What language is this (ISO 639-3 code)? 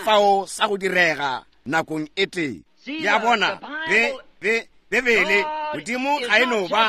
nso